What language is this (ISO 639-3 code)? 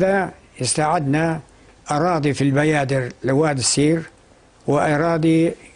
apc